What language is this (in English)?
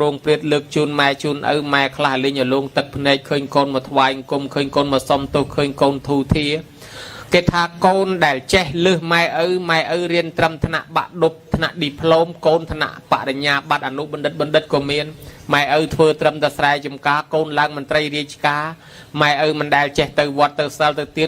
Khmer